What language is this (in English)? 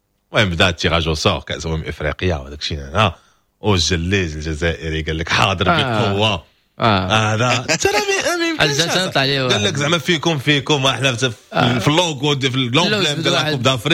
Moroccan Arabic